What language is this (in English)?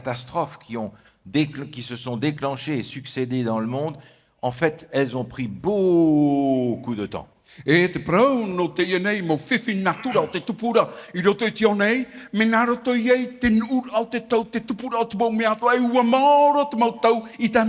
Tahitian